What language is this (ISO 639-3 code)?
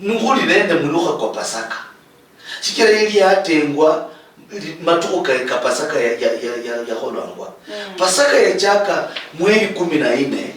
luy